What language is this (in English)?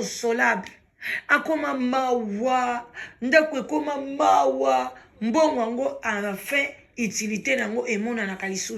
Lingala